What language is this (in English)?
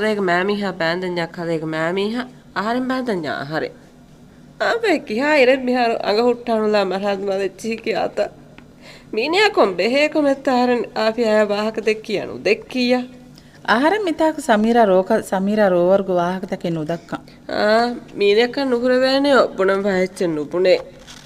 Divehi